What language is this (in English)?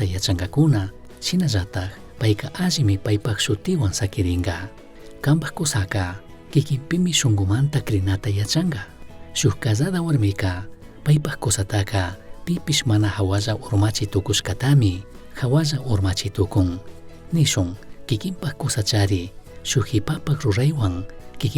Chimborazo Highland Quichua